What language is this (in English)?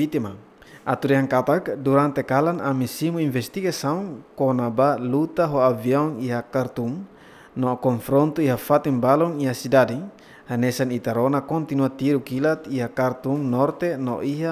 Tetum